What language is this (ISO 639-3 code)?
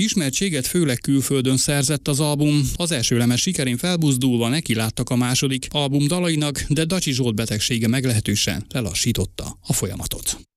hun